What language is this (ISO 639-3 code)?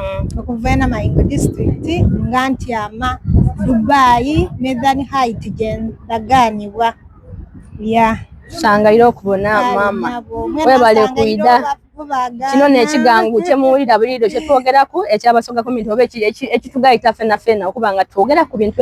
xog